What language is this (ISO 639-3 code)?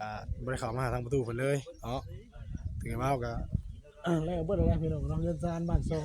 tts